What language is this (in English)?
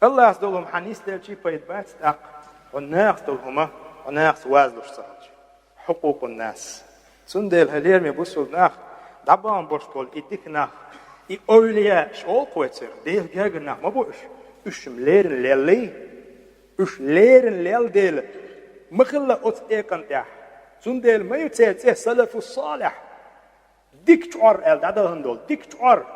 Chechen